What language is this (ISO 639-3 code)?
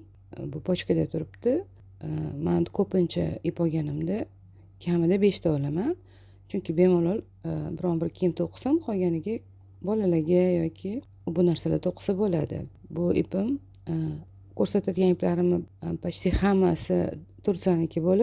uzb